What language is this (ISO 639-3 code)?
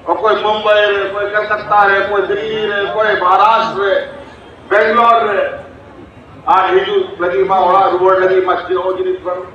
sat